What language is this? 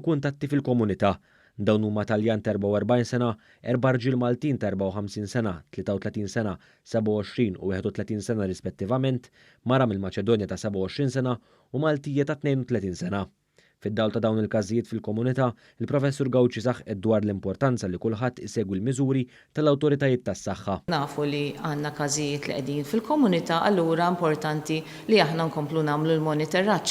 Maltese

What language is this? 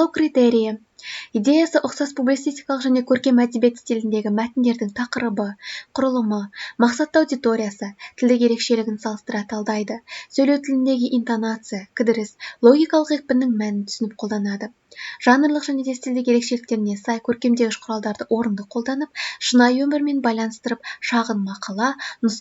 Kazakh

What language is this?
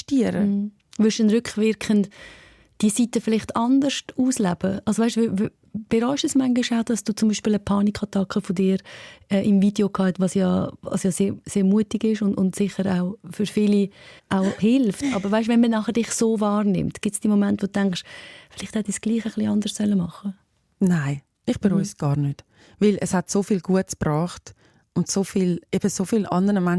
Swiss German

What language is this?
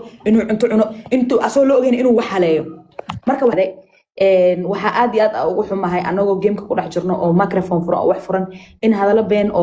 Somali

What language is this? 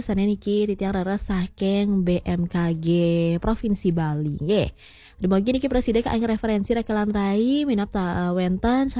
Balinese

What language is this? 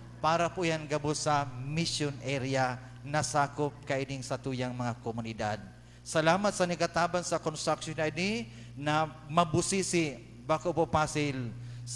Bikol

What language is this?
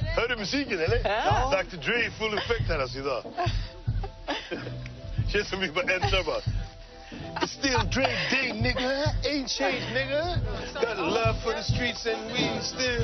Swedish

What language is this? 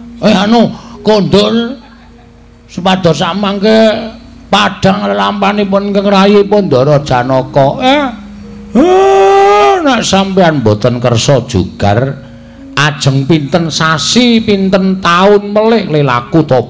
Javanese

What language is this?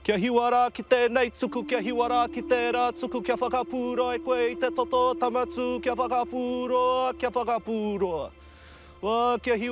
Māori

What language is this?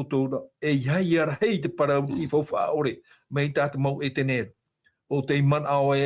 Tahitian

